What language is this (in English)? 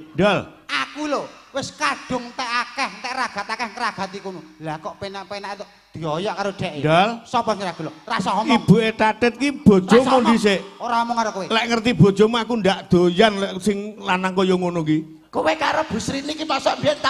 Javanese